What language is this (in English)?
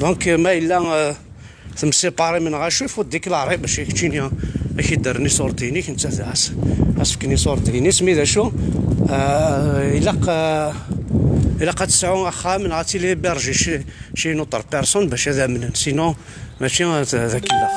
Kabyle